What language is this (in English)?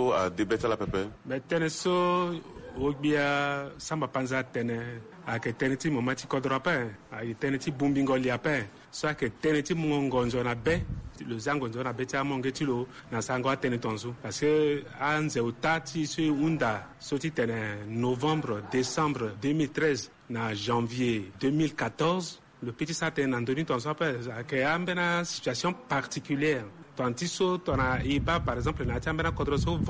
Sango